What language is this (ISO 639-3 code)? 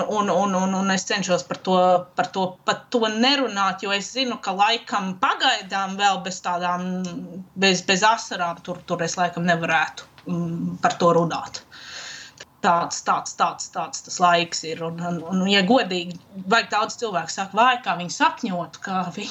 lav